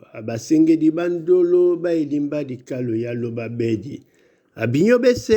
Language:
Duala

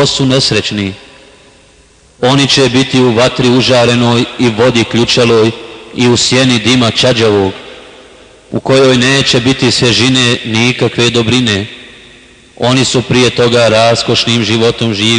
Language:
Bosnian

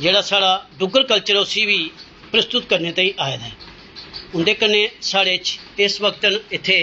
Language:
Dogri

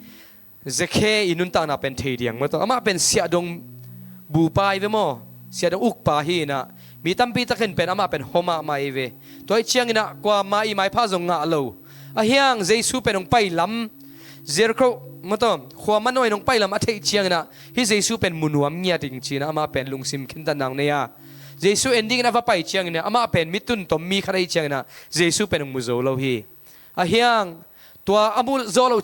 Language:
Tedim Chin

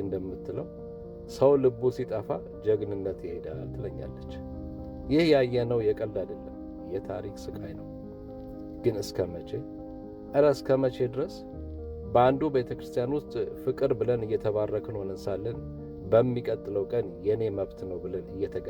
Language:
Amharic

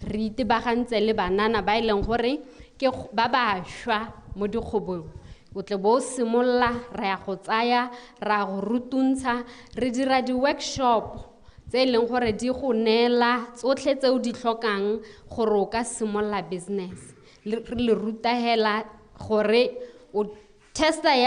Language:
Tswana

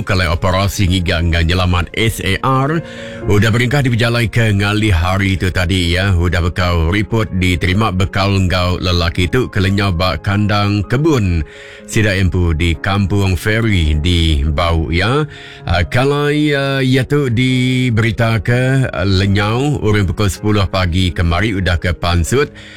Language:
Iban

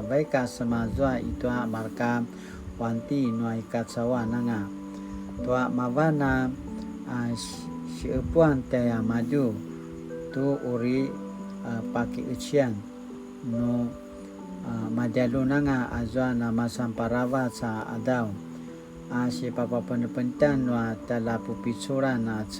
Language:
Paiwan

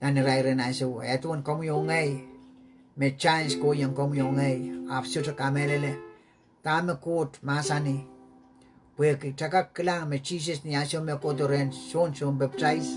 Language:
Pohnpeian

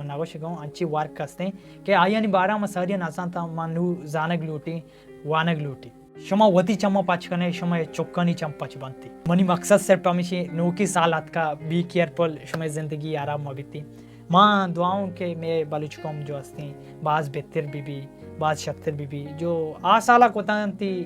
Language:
Baluchi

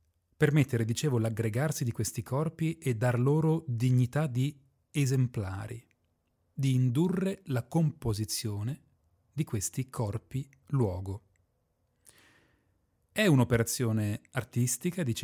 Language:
Italian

